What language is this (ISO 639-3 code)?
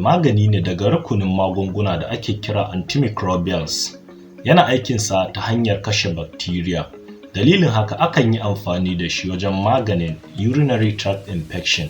hau